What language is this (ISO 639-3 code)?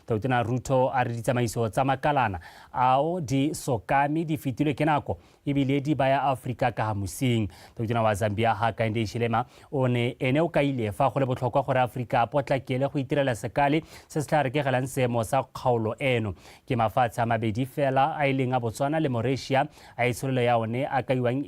tsn